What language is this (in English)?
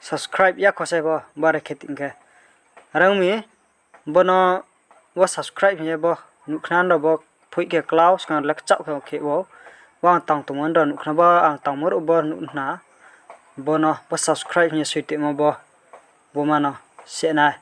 Riang (India)